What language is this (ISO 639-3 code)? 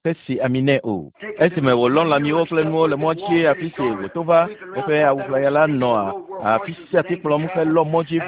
ewe